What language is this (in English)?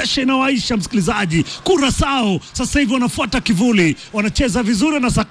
Swahili